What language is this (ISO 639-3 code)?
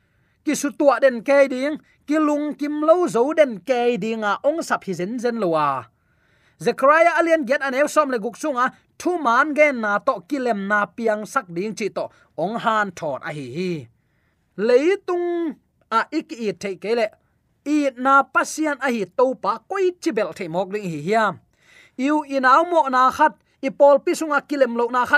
ctd